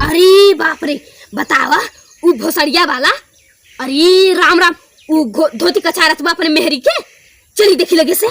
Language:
Awadhi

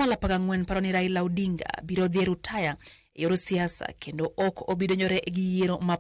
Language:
Luo (Kenya and Tanzania)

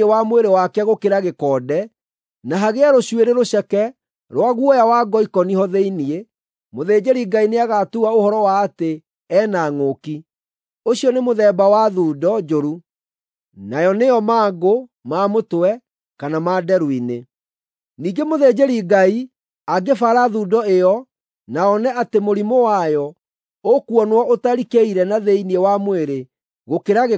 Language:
Kikuyu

